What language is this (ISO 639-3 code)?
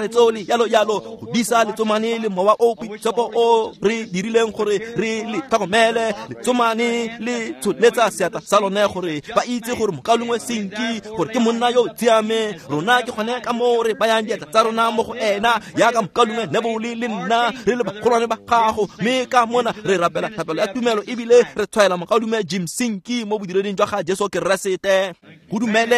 tsn